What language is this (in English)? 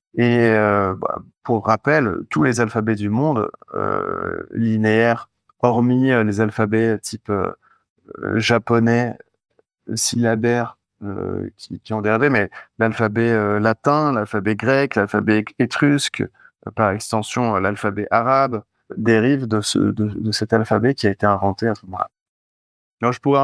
French